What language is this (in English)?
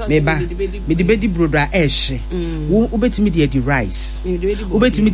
Akan